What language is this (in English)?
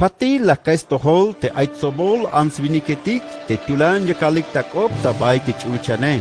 Tzeltal